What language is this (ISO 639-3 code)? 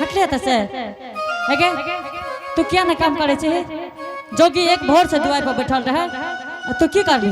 anp